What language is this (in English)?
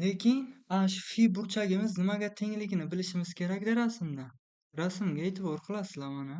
Uzbek